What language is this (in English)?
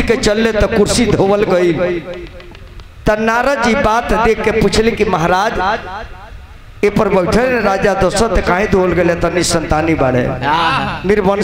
Bhojpuri